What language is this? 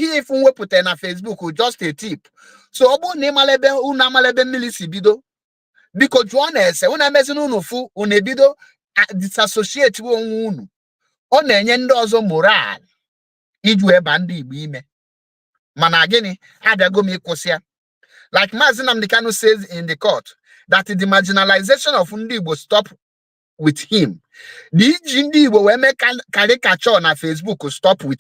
Igbo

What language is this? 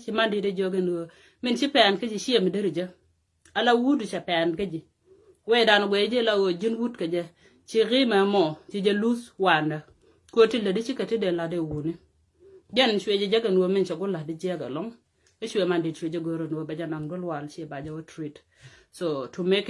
Nuer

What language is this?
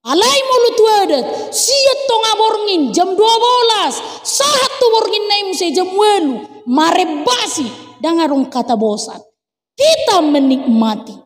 Batak Toba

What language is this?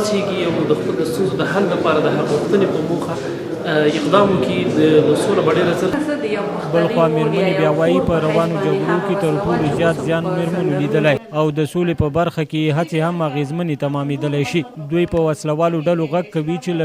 Pashto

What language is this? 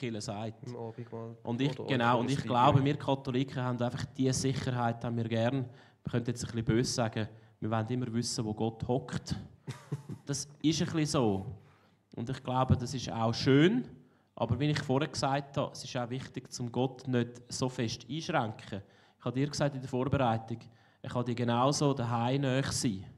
Swiss German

